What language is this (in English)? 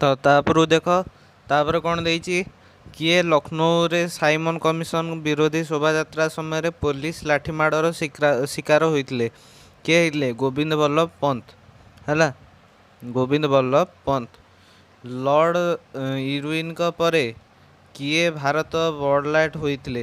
Odia